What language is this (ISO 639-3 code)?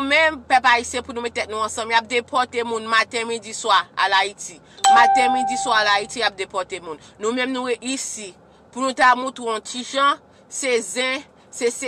hat